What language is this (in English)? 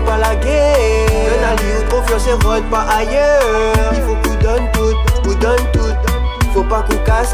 Réunion Creole French